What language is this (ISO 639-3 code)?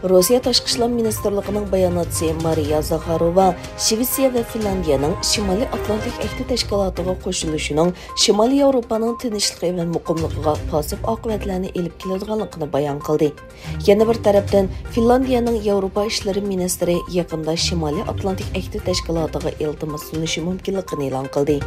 uig